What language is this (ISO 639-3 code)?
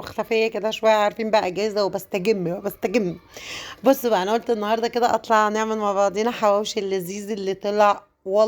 arz